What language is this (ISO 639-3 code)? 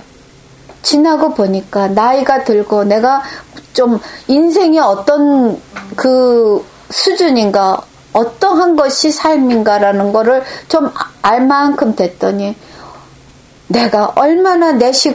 kor